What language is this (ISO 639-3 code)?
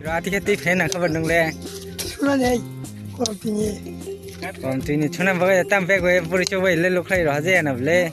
trp